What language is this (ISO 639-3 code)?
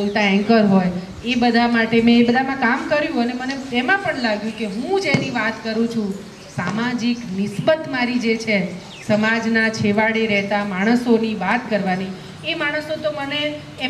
guj